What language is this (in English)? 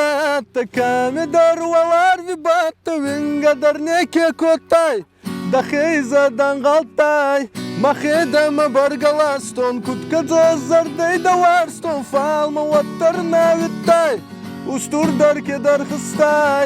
Ossetic